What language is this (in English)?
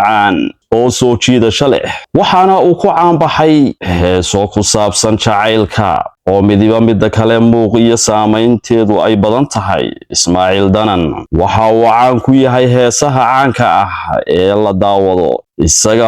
Somali